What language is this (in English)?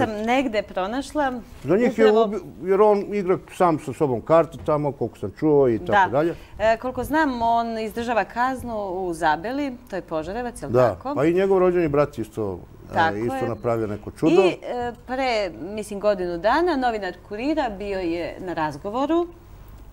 Serbian